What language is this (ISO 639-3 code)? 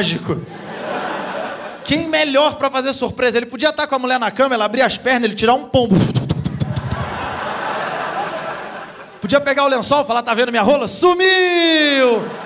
por